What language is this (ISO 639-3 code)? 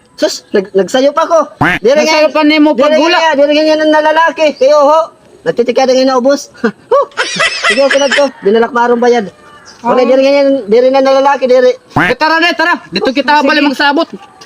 war